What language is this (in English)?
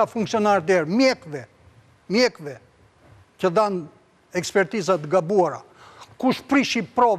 Albanian